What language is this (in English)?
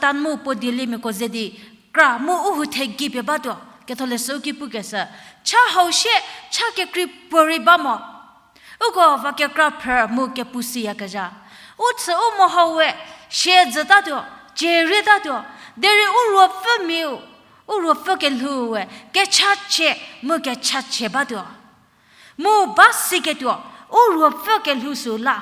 Angami Naga